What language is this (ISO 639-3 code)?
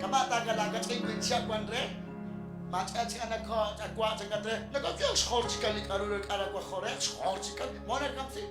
kek